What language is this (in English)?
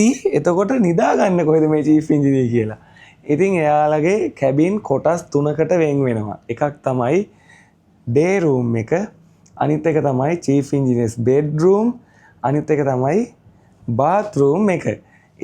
Sinhala